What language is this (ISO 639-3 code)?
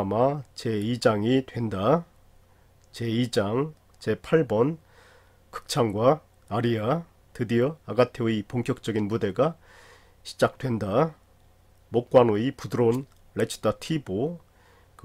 kor